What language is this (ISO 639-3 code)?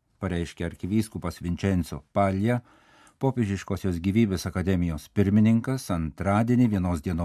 lit